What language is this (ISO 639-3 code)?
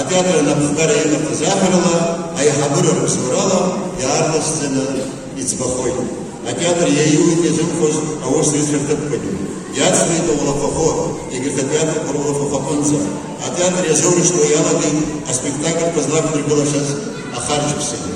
abk